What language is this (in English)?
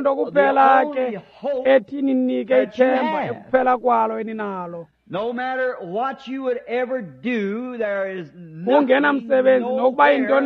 Xhosa